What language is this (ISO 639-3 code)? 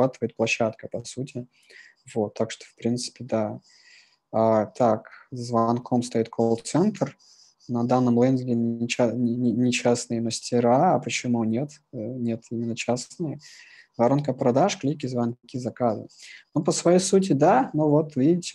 rus